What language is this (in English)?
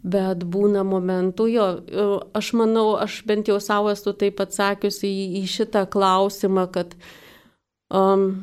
Lithuanian